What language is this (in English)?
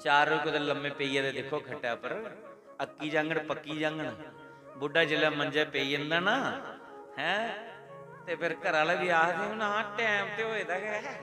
Dogri